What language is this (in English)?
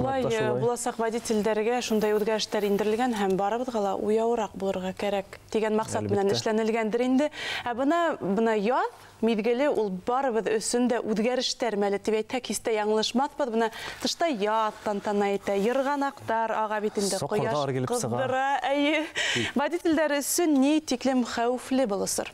Bashkir